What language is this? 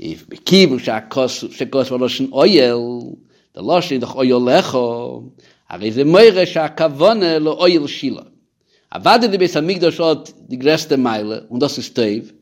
Yiddish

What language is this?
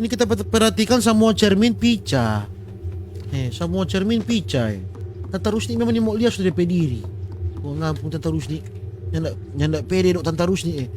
Manado Malay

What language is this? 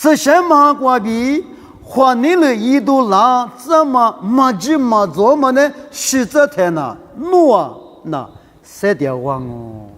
Lisu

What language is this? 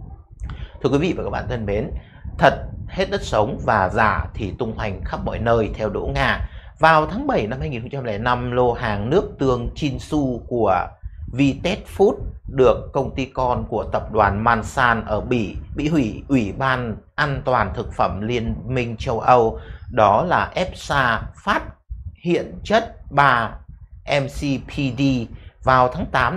Vietnamese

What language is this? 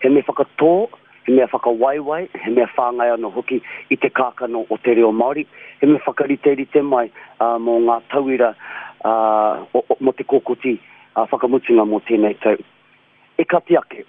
Māori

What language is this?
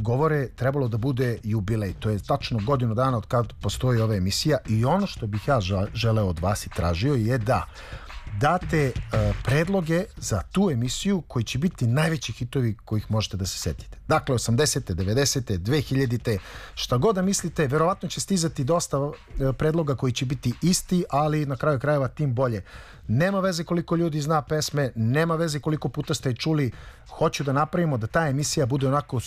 Serbian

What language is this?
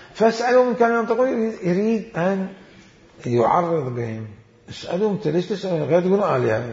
Mesopotamian Arabic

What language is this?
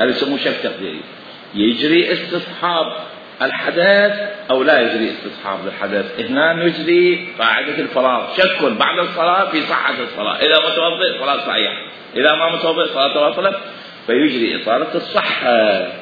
Mesopotamian Arabic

